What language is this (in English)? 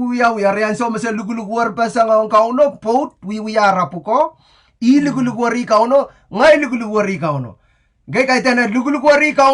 Pohnpeian